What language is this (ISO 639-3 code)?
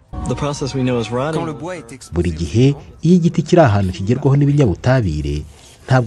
kin